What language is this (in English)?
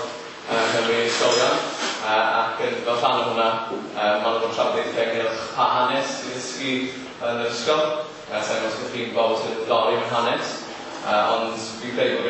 Welsh